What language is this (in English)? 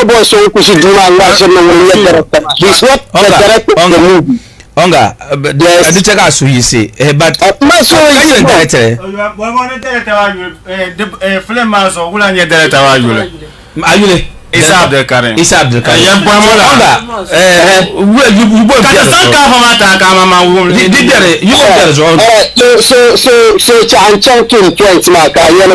Dagbani